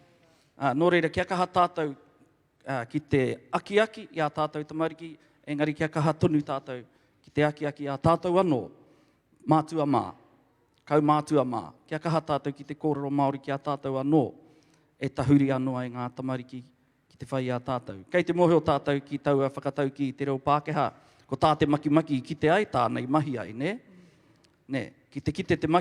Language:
Māori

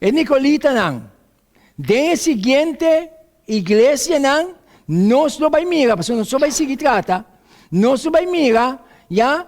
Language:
Papiamento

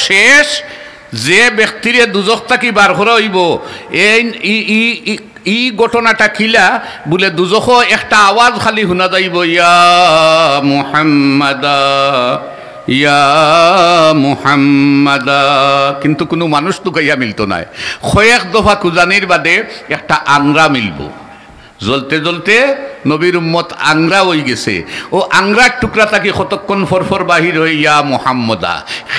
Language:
Sylheti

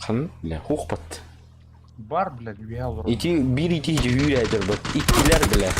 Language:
Yakut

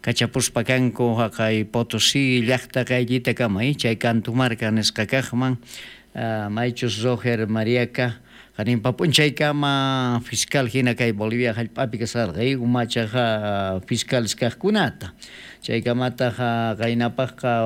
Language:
South Bolivian Quechua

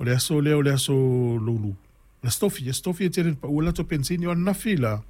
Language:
Samoan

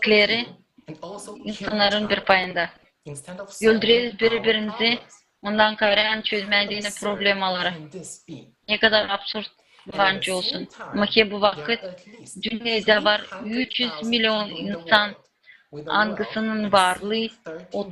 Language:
Gagauz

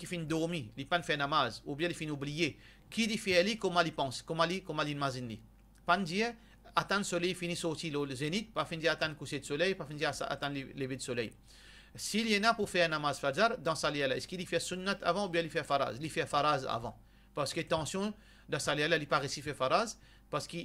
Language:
Morisyen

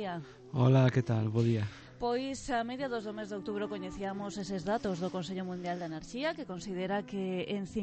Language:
Galician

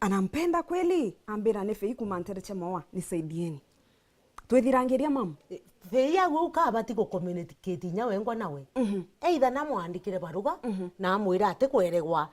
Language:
Meru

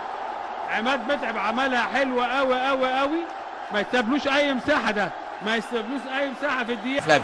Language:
Egyptian Arabic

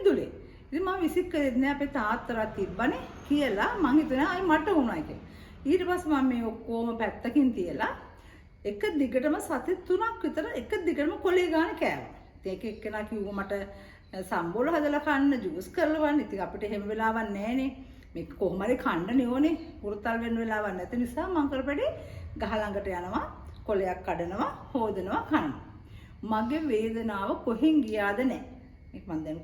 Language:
Sinhala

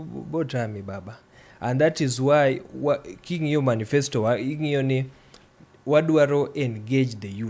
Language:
Luo (Kenya and Tanzania)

